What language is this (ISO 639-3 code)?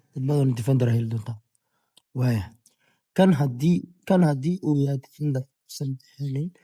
som